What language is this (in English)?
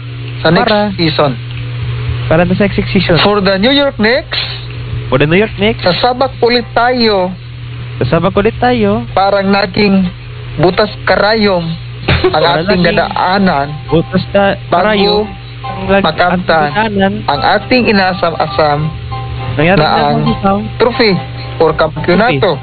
Filipino